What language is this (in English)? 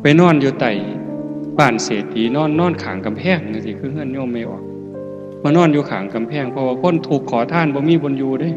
Northeastern Thai